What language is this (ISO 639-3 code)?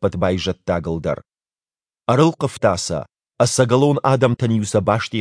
oss